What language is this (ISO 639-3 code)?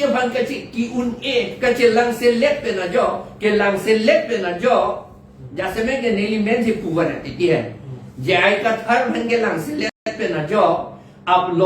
mjw